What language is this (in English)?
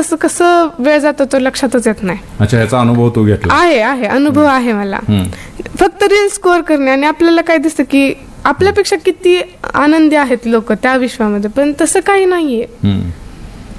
Marathi